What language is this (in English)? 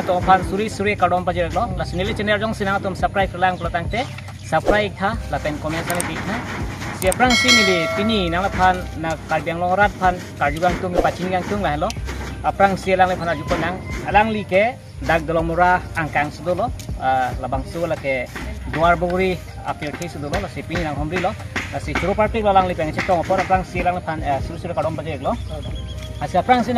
Karbi